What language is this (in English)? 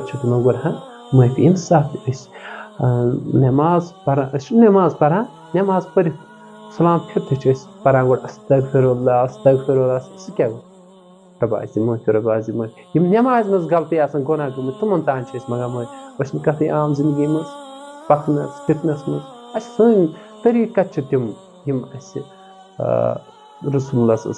Kashmiri